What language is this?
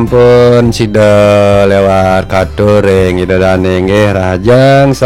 Balinese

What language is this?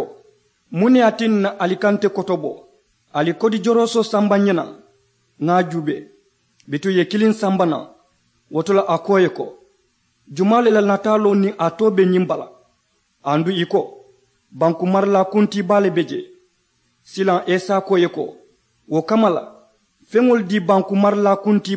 Mandingo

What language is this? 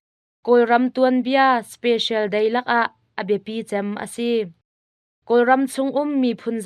Hakha Chin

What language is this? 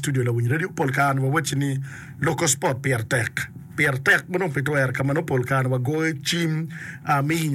Acoli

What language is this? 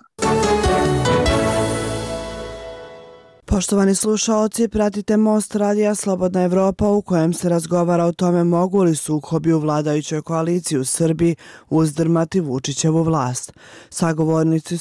Serbian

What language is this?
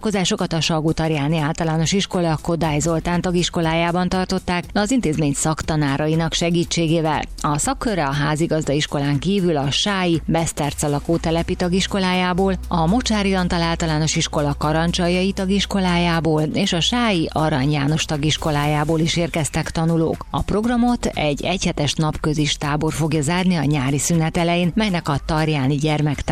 Hungarian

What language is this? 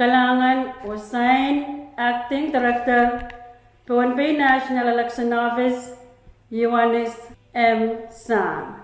Pohnpeian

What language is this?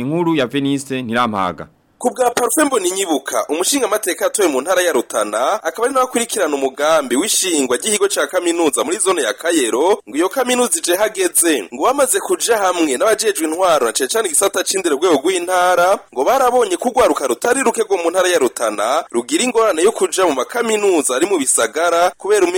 Rundi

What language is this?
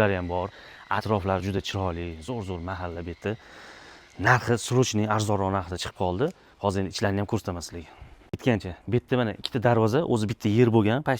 Uzbek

